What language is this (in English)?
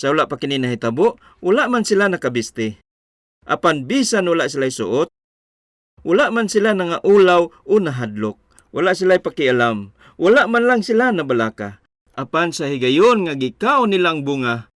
Cebuano